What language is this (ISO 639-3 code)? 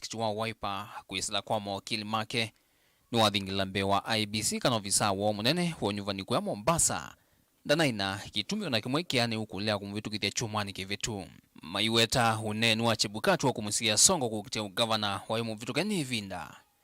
kam